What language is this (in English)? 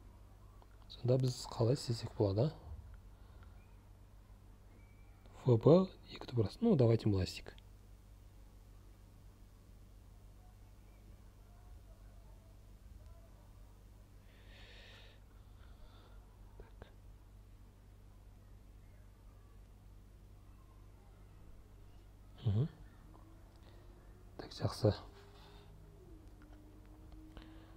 Kazakh